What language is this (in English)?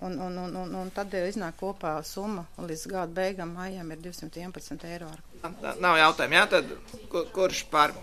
Latvian